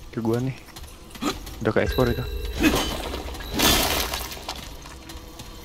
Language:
Indonesian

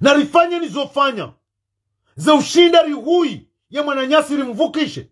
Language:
Ngazidja Comorian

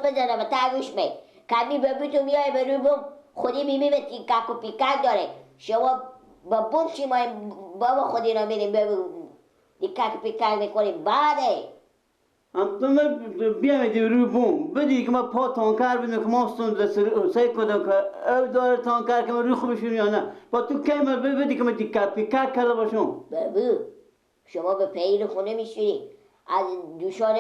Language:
Persian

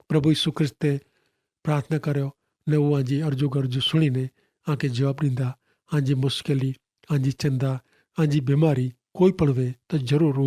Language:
Kachhi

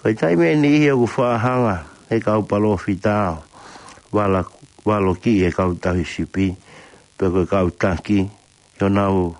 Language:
Tongan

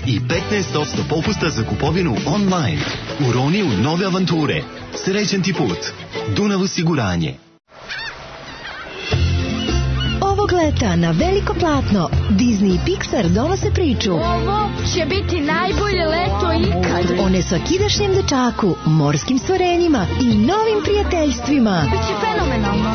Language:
Serbian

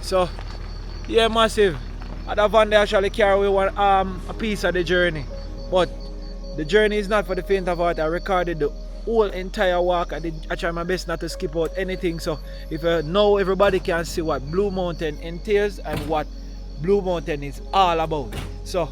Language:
Jamaican Creole English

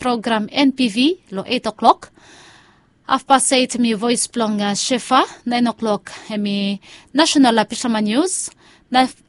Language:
Bislama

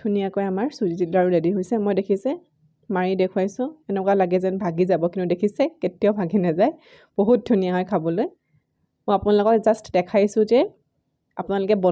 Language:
Assamese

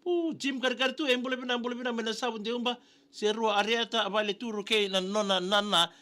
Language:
Fijian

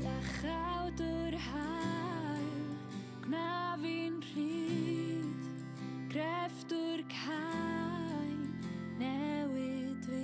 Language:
Welsh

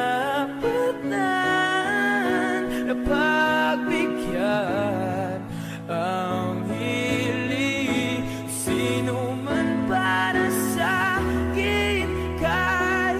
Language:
Filipino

